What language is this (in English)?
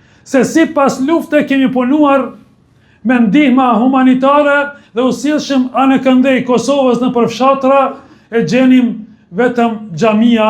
Albanian